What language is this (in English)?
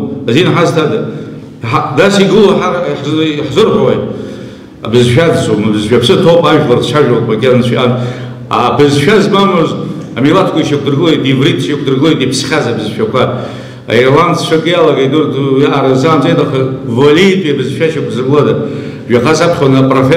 Abkhazian